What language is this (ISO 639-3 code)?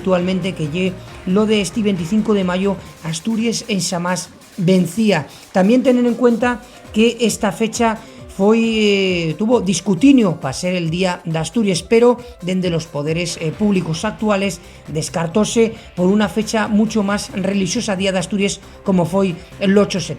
ast